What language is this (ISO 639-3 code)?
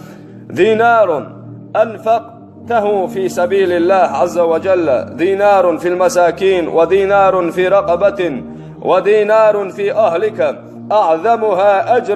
che